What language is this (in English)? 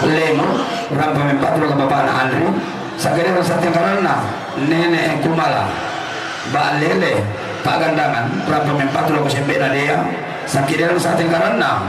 Toraja-Sa'dan